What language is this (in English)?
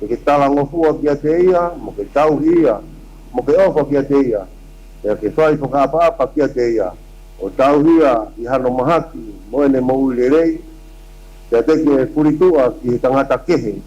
Tongan